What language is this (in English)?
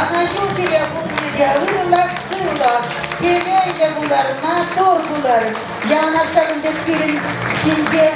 Chuvash